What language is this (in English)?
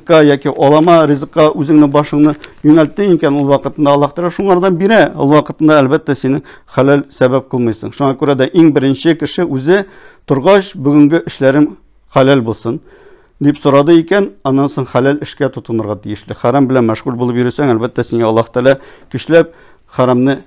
Tatar